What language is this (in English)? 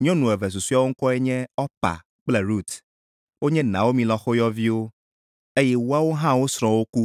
Ewe